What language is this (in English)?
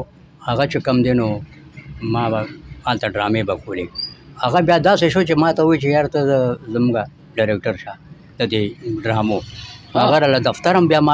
Pashto